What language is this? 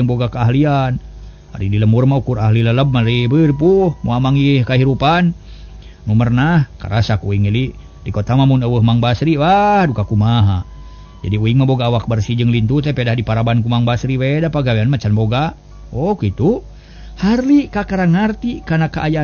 Sundanese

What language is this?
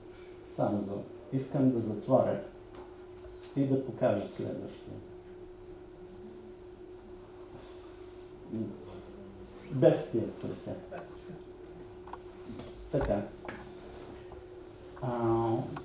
Bulgarian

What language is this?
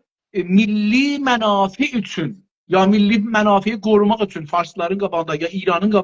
South Azerbaijani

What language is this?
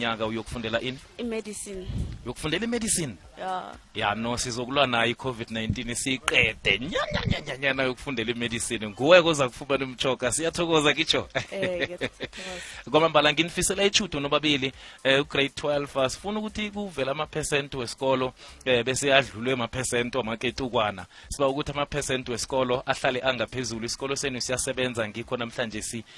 South Ndebele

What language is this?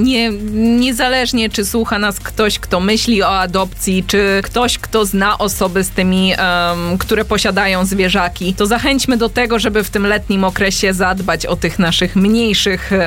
Polish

